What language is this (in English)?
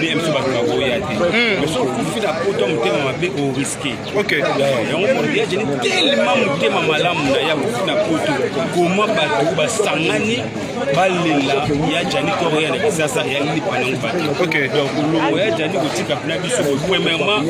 Lingala